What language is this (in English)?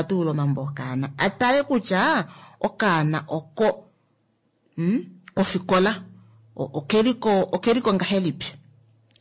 Kuanyama